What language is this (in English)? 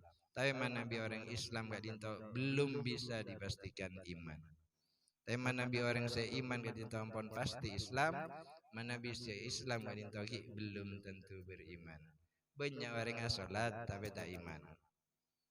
Madurese